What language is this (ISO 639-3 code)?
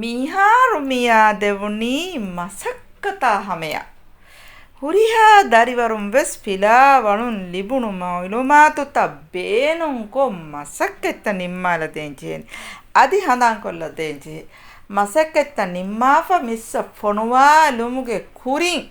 div